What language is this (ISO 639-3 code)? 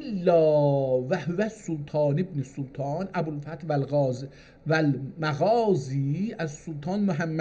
azb